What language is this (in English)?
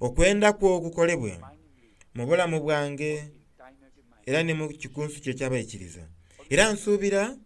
Soga